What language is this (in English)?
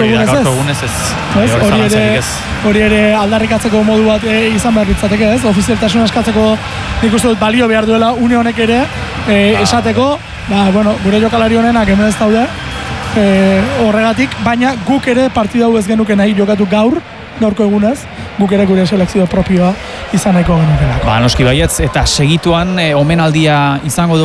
Basque